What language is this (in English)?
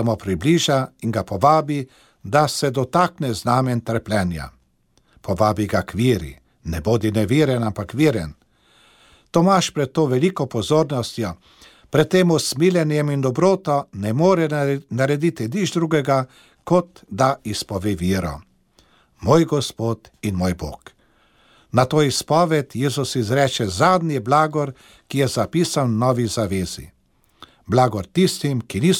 Slovenian